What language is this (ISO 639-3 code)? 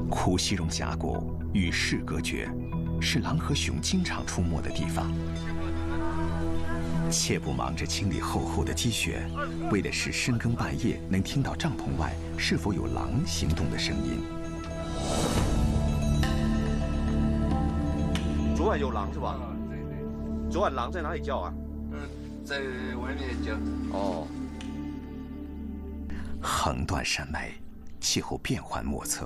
zho